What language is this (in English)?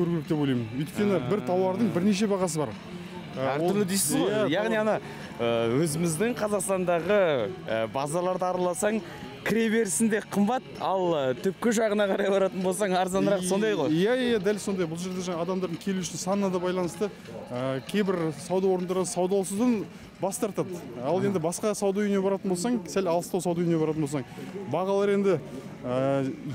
Kazakh